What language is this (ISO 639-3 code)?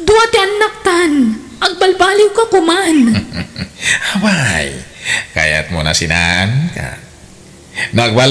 ilo